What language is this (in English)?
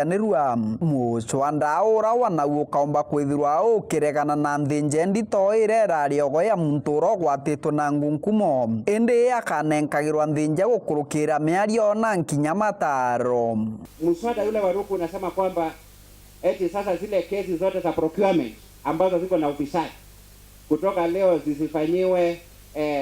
Meru